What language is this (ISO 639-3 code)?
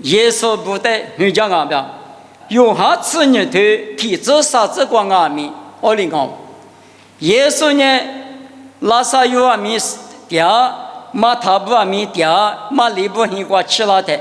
lis